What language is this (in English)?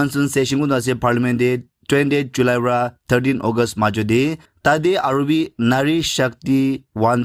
Naga Pidgin